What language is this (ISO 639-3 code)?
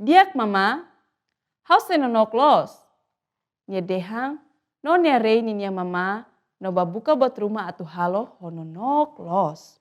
tet